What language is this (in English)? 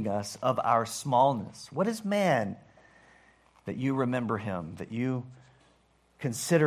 English